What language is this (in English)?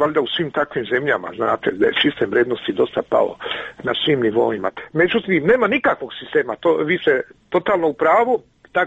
Serbian